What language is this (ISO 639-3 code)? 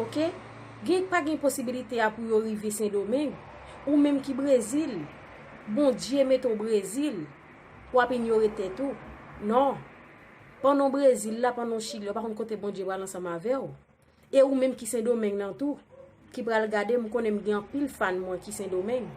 hat